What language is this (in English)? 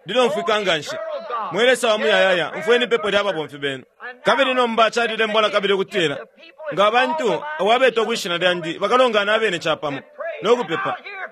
Bemba